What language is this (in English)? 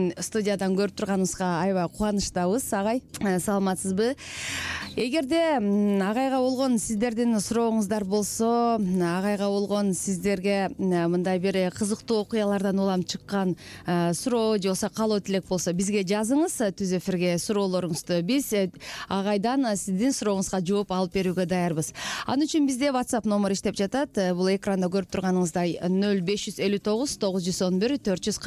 Kyrgyz